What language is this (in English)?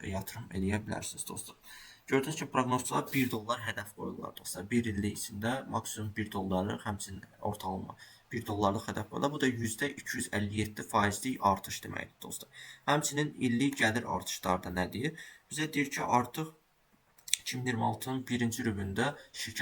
Azerbaijani